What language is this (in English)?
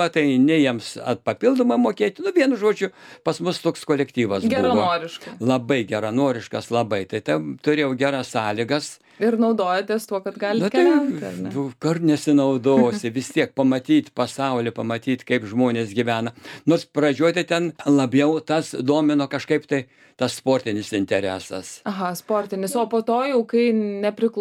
Lithuanian